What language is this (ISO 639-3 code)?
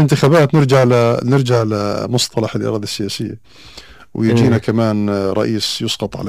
apc